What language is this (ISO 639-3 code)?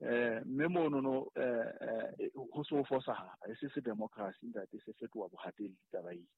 sot